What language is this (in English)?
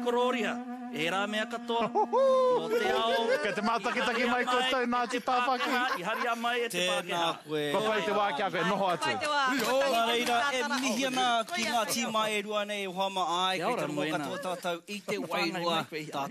Māori